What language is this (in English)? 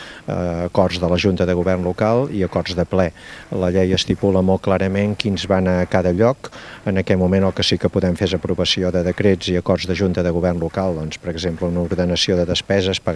Catalan